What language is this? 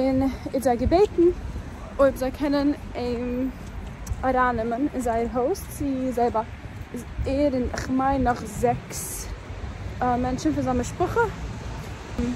Yiddish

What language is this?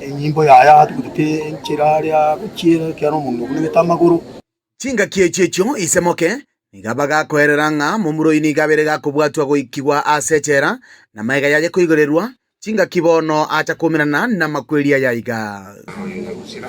Gusii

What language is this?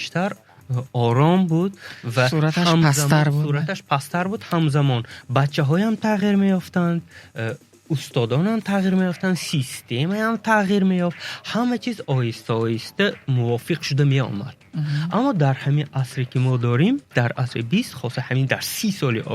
Tajik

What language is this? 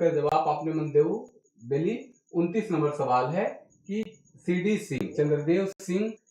Sadri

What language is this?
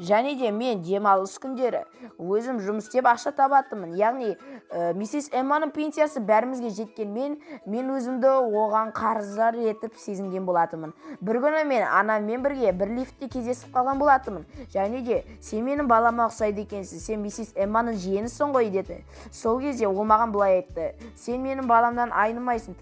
Kazakh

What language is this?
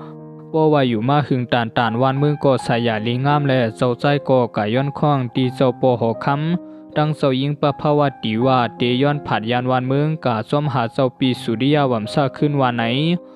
Shan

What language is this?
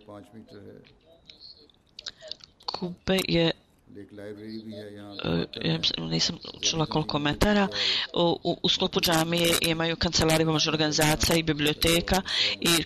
Bosnian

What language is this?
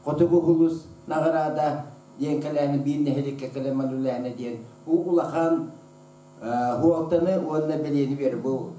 Yakut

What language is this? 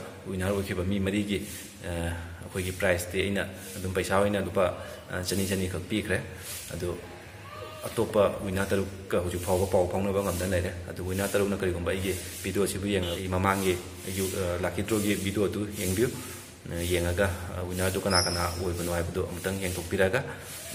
Manipuri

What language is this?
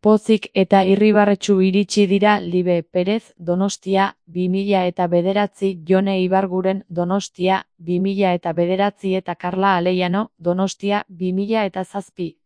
Basque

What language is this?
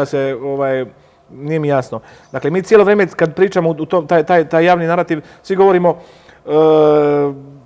Croatian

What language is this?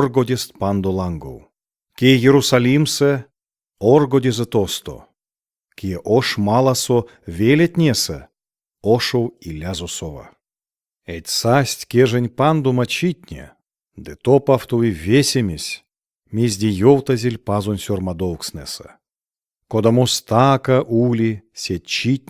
Erzya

